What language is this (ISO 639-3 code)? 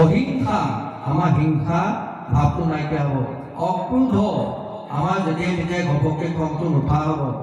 asm